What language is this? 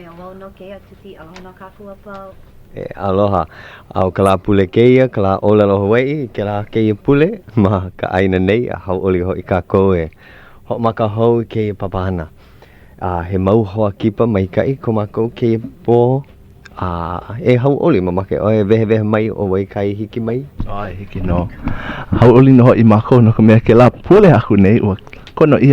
Hawaiian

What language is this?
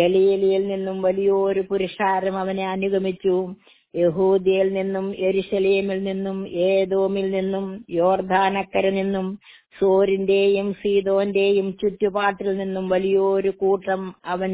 Malayalam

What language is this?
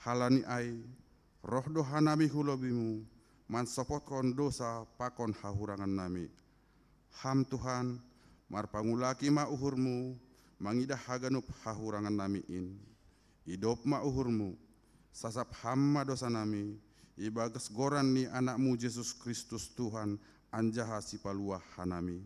Batak Simalungun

